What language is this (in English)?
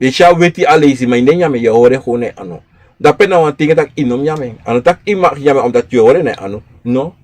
Sranan Tongo